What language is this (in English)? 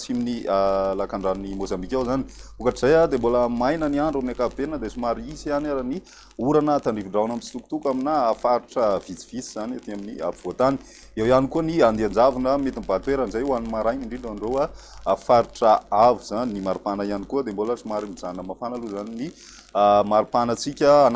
Malagasy